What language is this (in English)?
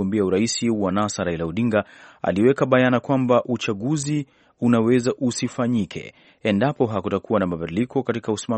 Swahili